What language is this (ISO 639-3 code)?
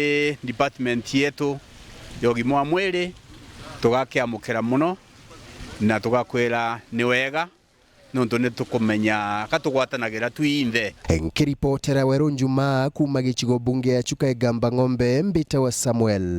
mer